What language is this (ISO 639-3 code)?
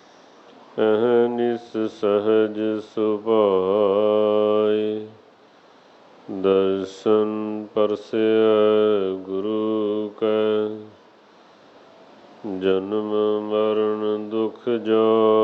pan